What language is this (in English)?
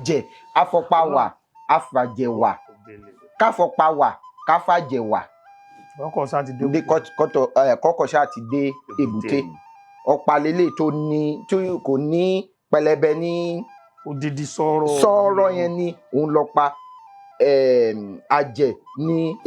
Yoruba